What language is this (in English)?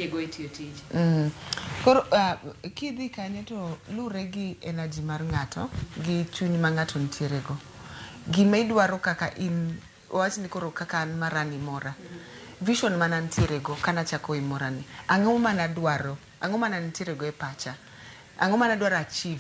Luo (Kenya and Tanzania)